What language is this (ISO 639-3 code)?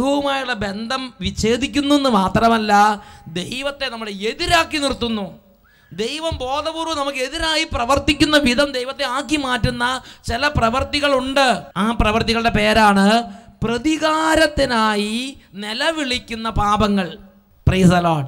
mal